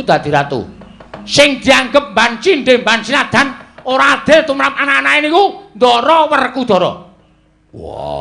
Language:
Javanese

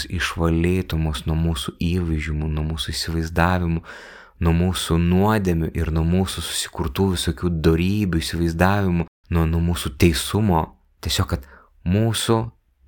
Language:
Lithuanian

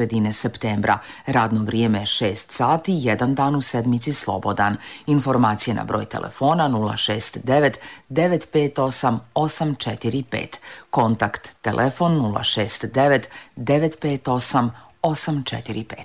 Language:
Serbian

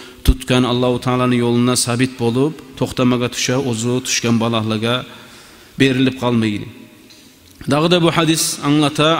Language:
Kumyk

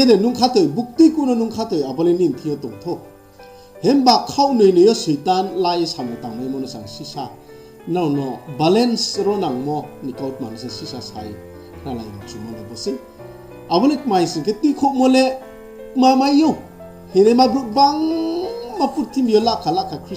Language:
Riang (India)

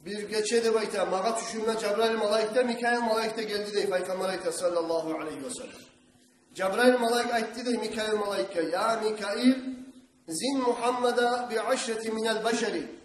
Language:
Kumyk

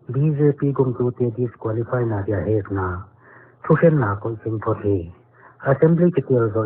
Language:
Paite Chin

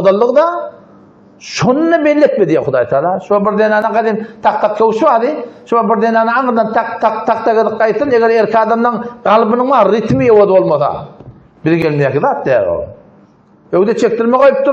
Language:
Turkmen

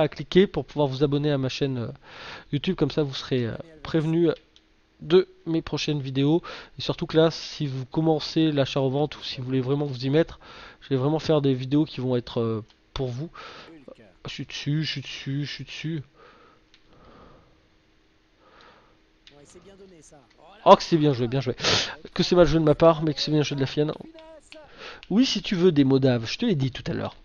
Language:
French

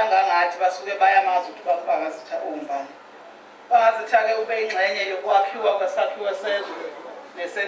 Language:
Zulu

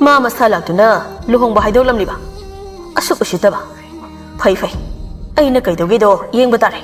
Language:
Manipuri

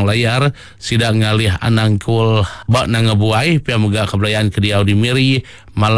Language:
Iban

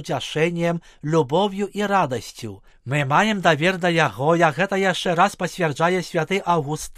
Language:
Belarusian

